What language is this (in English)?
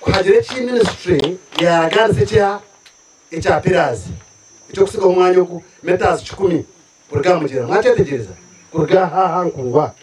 Nyankole